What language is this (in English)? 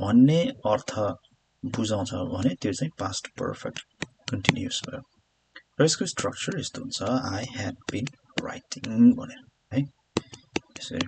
Nepali